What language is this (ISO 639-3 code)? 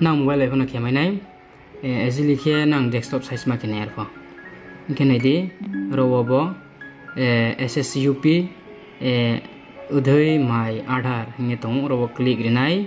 ria